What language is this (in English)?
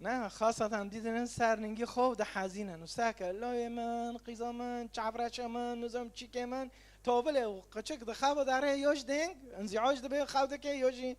Kurdish